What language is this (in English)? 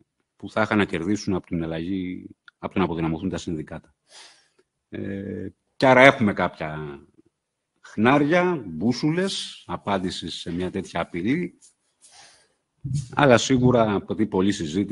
Greek